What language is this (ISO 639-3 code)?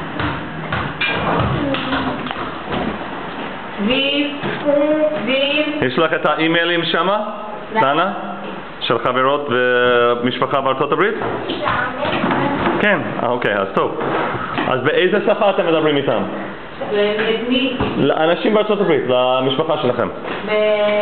heb